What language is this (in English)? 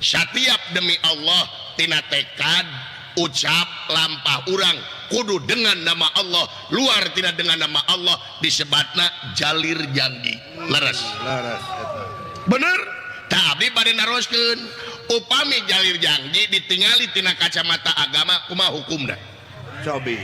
Sundanese